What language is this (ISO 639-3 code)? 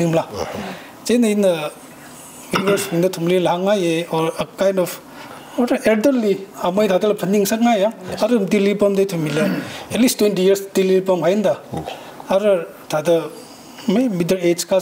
nmf